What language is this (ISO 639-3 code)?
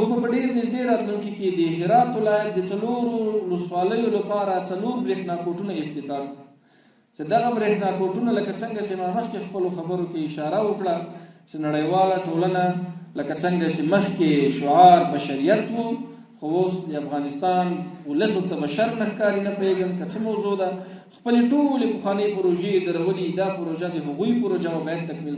pus